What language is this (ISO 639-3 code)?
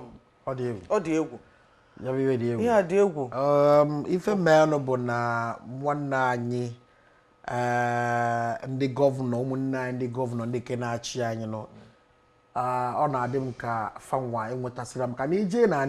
ibo